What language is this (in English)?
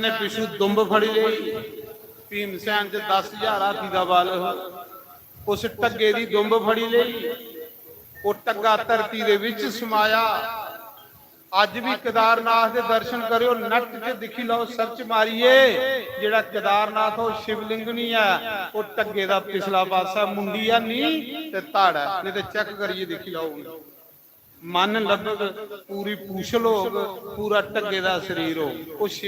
Dogri